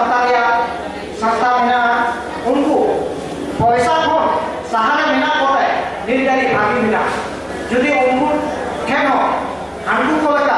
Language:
Santali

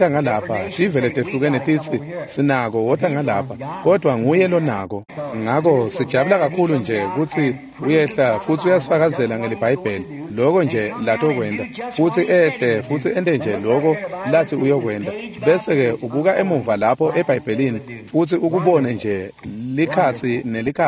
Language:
Swati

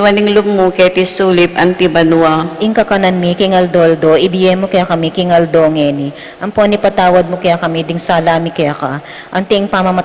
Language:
Pampanga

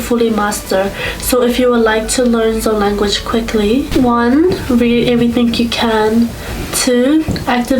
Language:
Tedim Chin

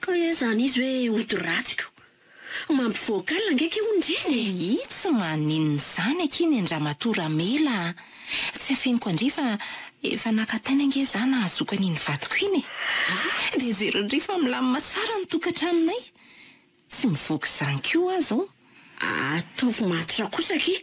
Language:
Malagasy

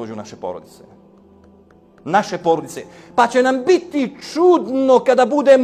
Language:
Bosnian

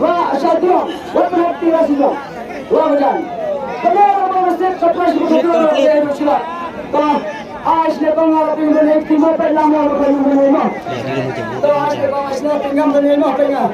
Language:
Khasi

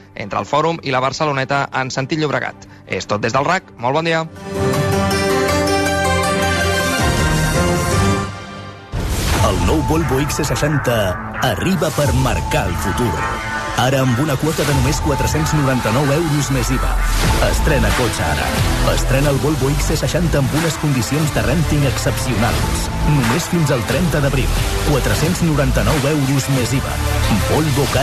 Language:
Catalan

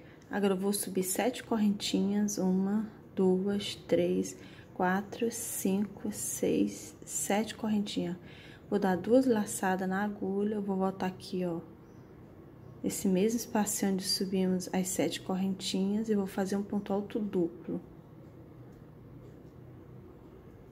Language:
Portuguese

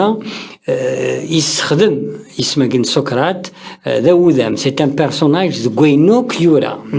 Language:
Kabyle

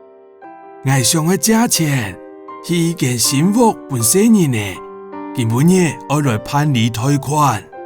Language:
Hakka Chinese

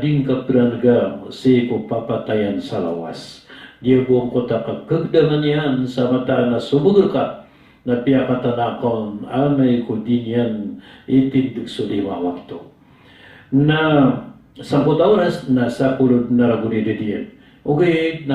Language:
Maranao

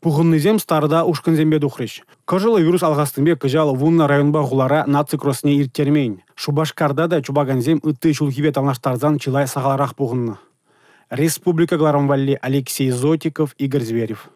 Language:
Chuvash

